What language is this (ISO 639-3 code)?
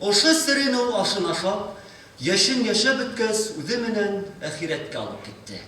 bak